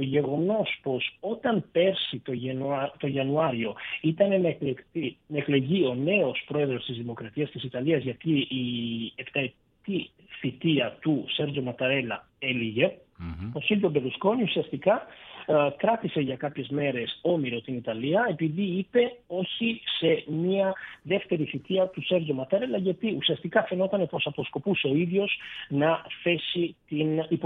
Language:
Greek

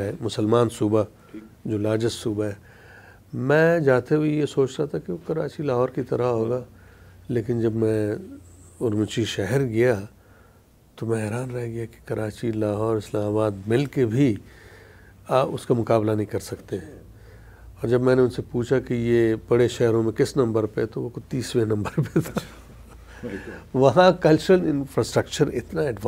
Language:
Urdu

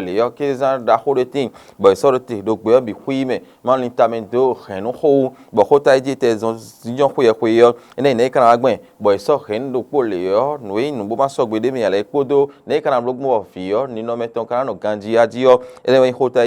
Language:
Fon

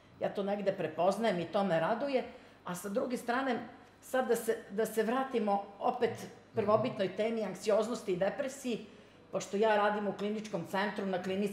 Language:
Serbian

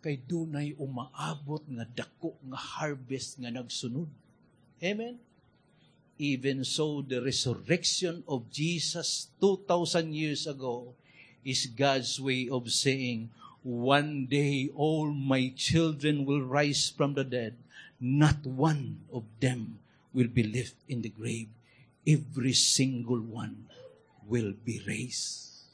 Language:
Cebuano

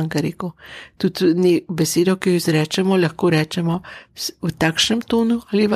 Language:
Slovenian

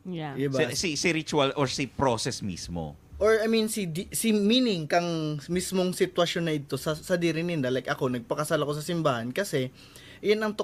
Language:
Bikol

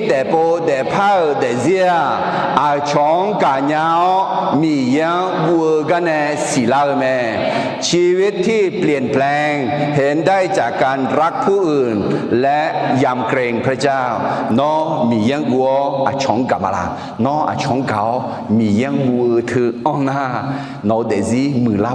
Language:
Akha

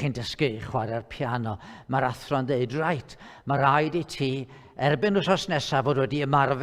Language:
Welsh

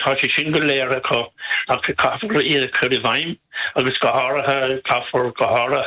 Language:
Irish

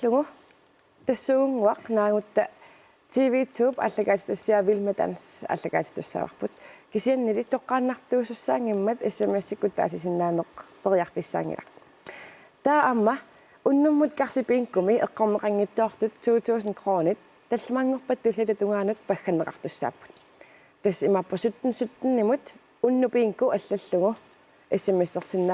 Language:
Kalaallisut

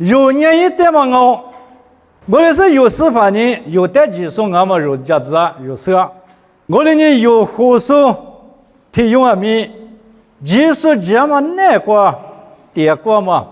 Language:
Lisu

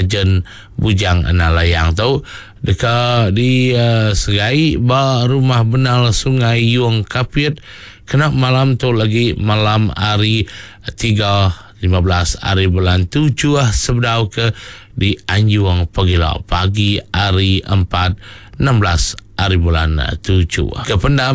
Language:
Iban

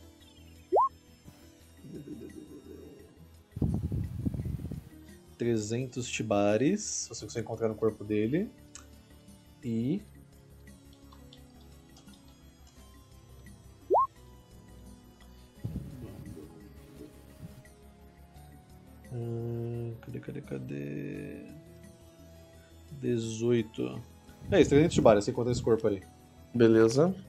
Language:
Portuguese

